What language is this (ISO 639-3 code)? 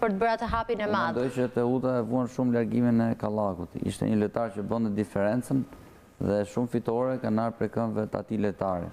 sqi